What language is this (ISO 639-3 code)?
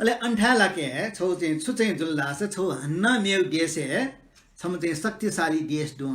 new